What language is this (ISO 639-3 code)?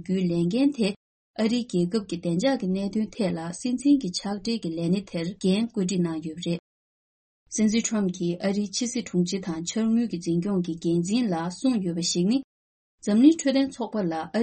bod